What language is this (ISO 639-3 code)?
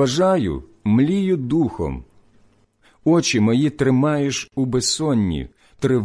ukr